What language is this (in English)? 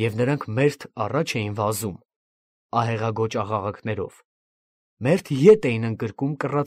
Armenian